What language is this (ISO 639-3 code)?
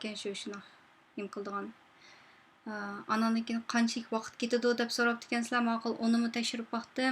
uig